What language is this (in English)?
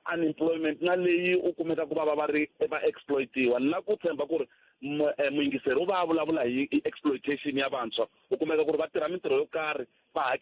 Tsonga